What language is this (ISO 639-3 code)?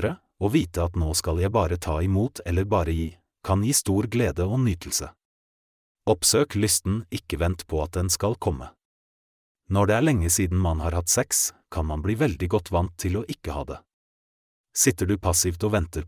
nor